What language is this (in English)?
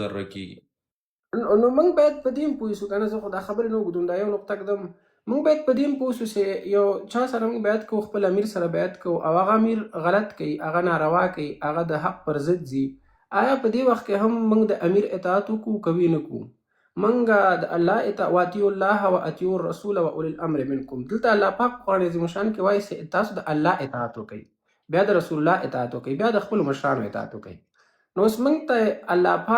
Pashto